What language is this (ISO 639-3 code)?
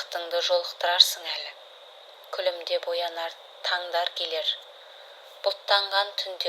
kaz